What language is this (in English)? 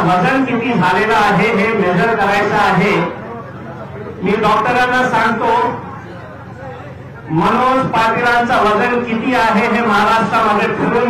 Marathi